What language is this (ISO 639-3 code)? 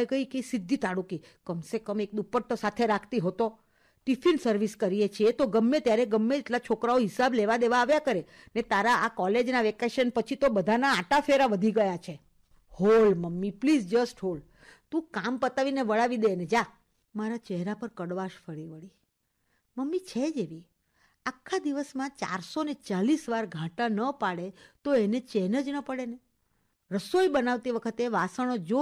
guj